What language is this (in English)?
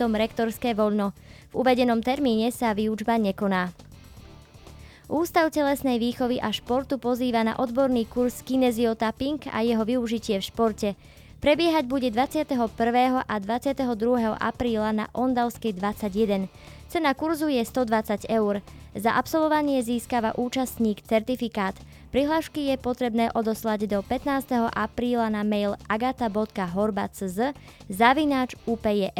Slovak